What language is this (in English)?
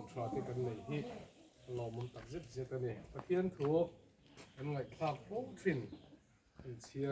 Mizo